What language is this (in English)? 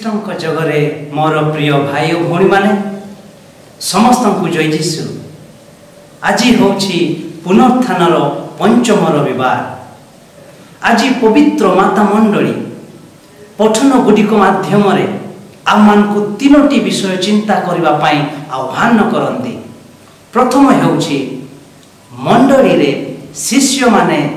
Odia